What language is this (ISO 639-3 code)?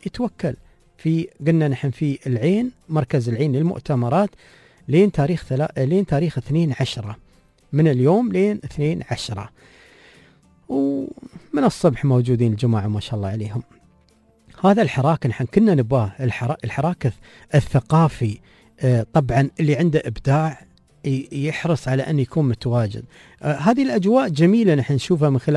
afb